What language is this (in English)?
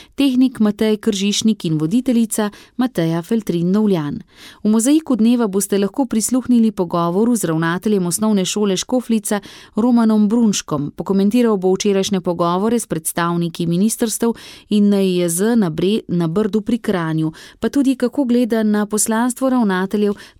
Slovenian